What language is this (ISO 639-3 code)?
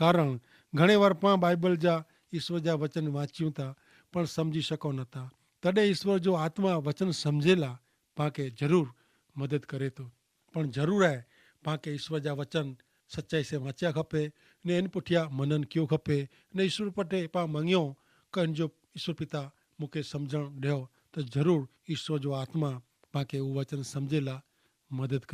kfr